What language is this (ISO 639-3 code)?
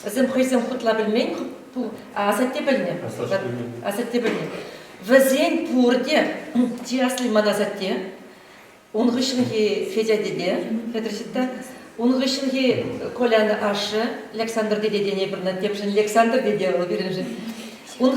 chv